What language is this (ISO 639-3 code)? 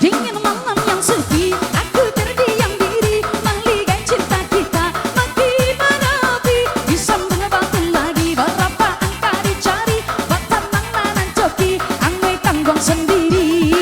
min